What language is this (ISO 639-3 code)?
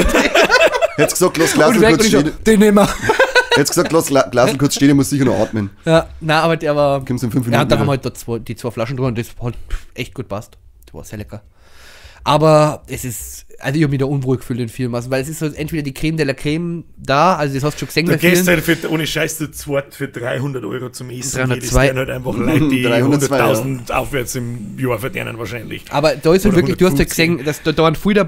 bar